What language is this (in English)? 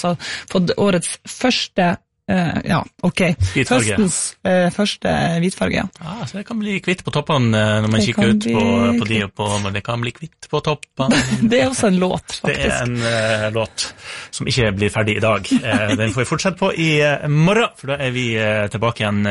Norwegian